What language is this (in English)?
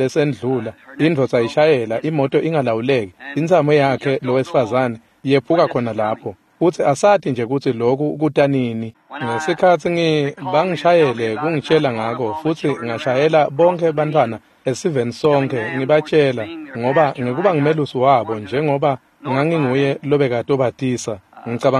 Swati